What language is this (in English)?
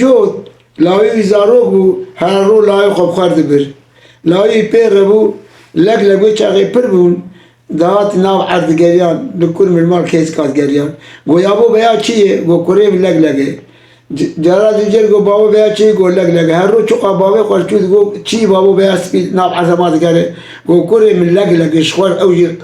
Kurdish